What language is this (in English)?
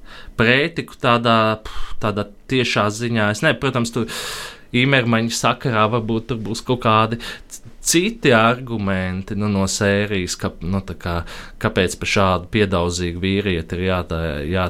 Latvian